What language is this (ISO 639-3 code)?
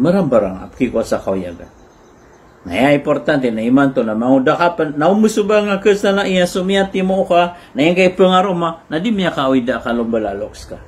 mrw